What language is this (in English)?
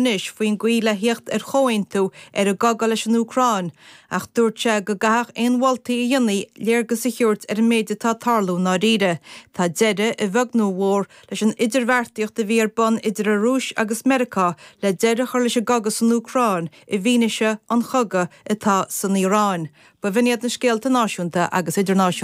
Irish